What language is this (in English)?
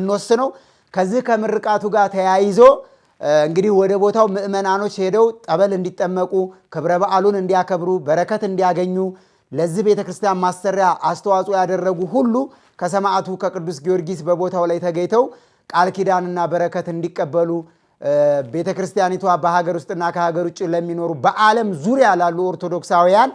Amharic